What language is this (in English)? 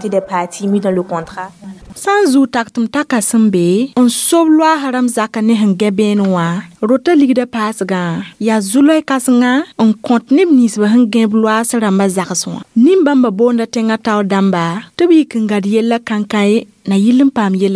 Mossi